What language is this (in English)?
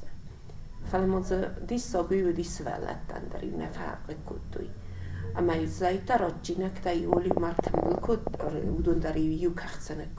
Ossetic